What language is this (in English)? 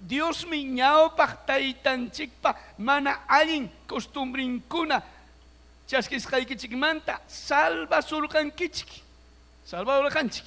Ayacucho Quechua